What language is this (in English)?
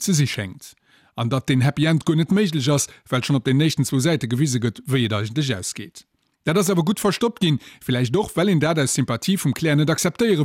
Luxembourgish